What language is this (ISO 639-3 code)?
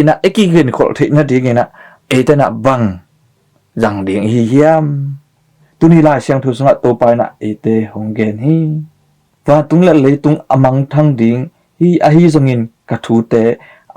ctd